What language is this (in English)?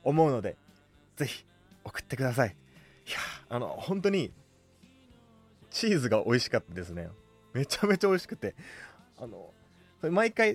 Japanese